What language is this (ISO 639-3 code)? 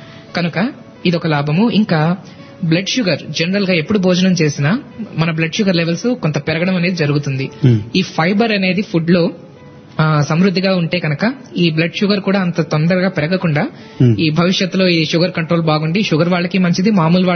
tel